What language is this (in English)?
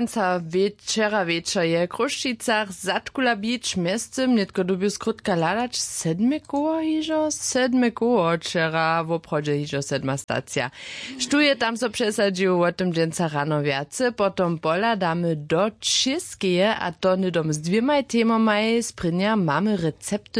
Upper Sorbian